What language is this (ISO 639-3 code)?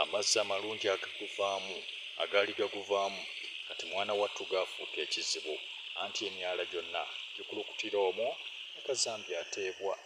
lug